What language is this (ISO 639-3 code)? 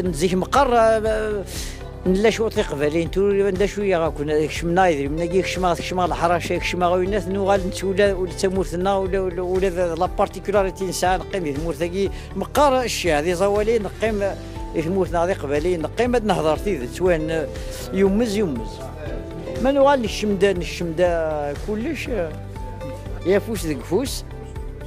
kab